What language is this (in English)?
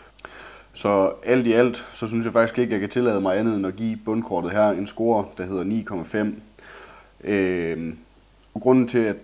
Danish